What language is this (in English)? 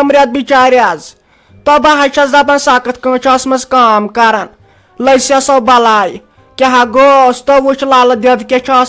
Kashmiri